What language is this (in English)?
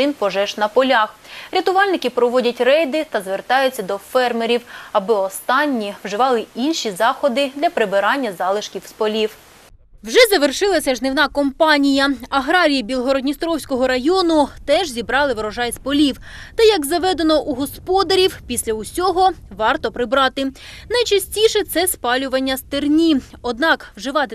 Ukrainian